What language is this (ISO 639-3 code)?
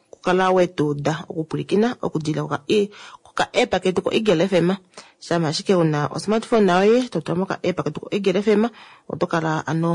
kua